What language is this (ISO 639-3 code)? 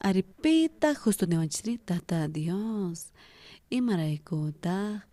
quh